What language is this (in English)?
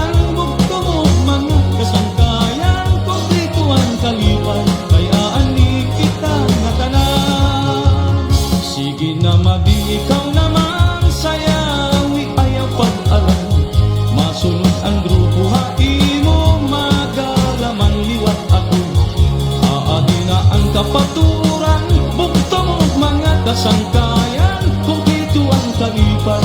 Waray